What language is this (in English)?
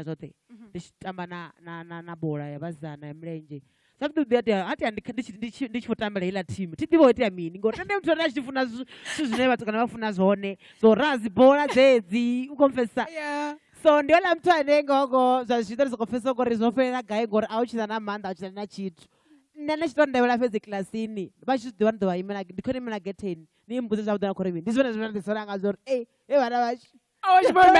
Venda